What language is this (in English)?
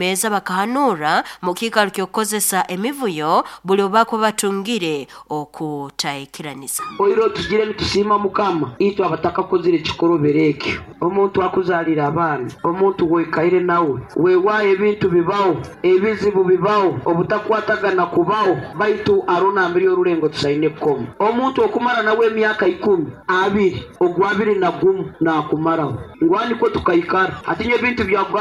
Nyoro